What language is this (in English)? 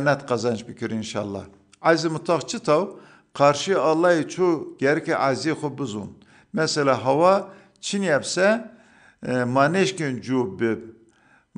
Zaza